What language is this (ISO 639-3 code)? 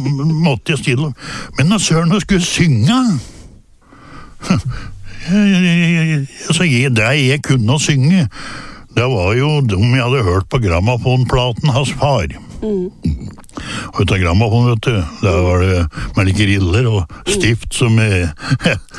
nor